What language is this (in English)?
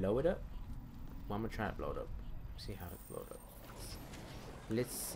English